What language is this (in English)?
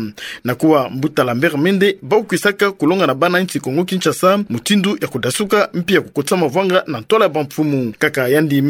Kituba (Democratic Republic of Congo)